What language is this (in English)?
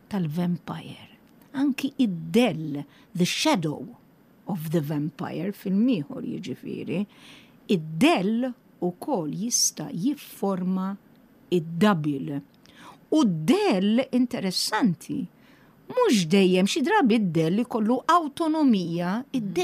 Maltese